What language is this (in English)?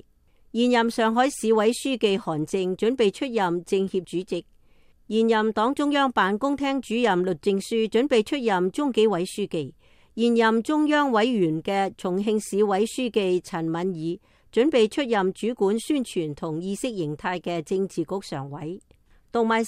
Cantonese